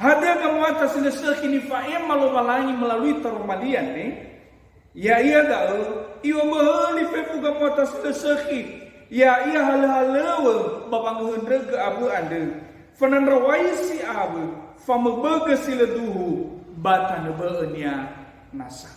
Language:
Nias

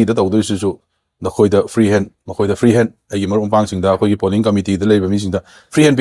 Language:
Manipuri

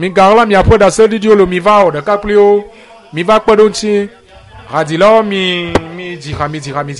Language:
Ewe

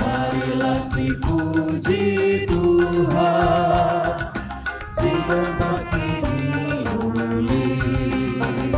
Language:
Batak Karo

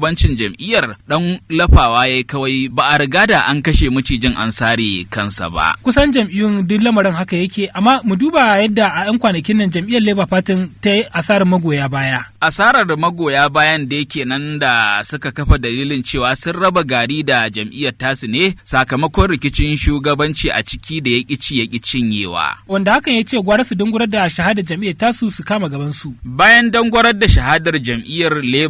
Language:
Hausa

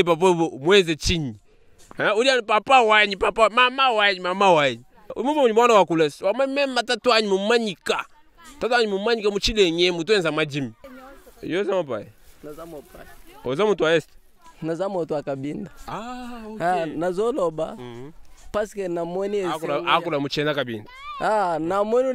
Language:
Luba-Lulua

